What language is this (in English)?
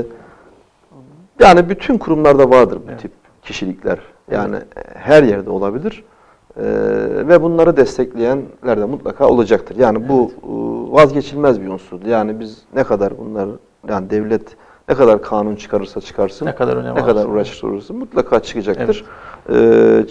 Turkish